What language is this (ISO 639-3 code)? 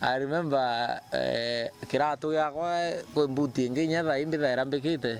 mer